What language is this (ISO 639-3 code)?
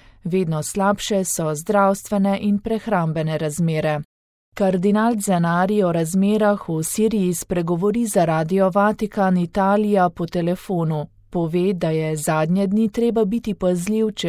slv